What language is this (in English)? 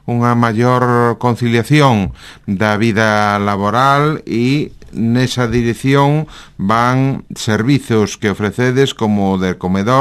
Galician